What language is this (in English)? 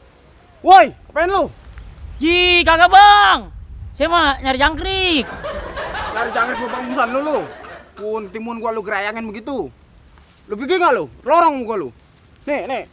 Betawi